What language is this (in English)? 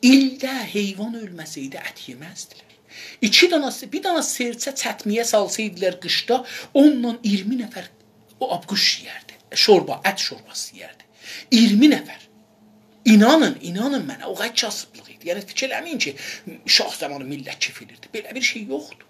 South Azerbaijani